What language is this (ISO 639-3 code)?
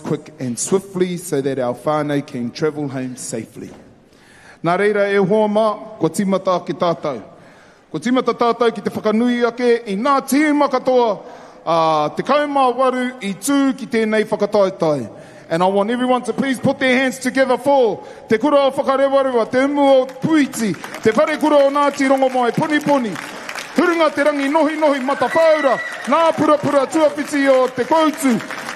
mri